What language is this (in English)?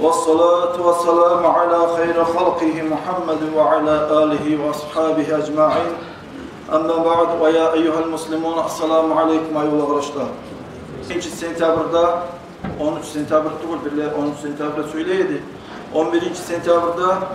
Kumyk